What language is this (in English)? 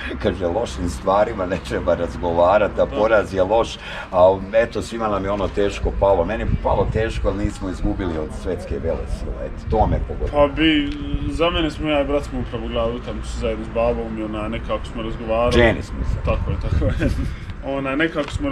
Bosnian